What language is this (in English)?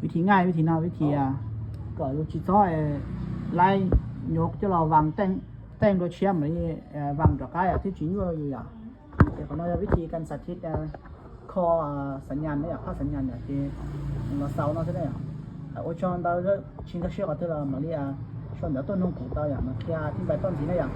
Hmong